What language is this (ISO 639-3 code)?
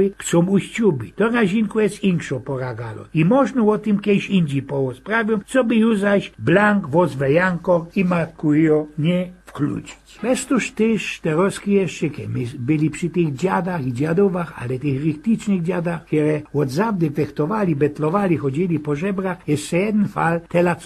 szl